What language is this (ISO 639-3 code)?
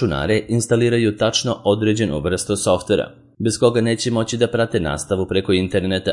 srp